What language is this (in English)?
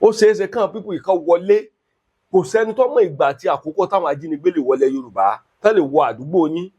Yoruba